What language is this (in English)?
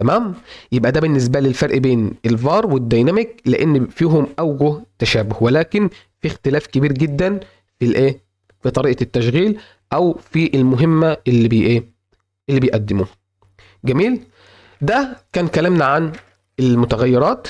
Egyptian Arabic